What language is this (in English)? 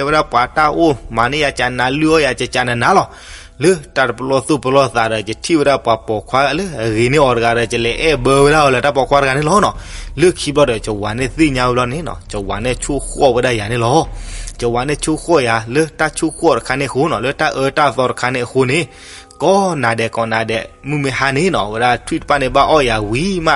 S'gaw Karen